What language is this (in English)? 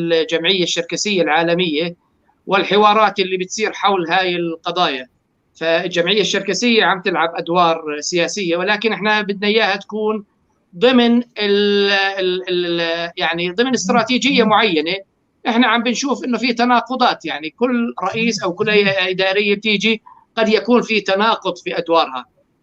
North Levantine Arabic